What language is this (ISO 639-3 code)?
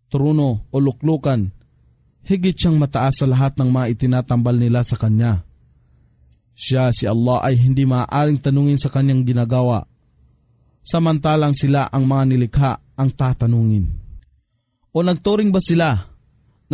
fil